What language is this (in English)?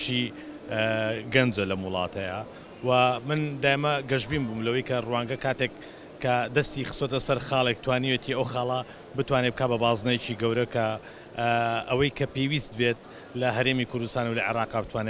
Central Kurdish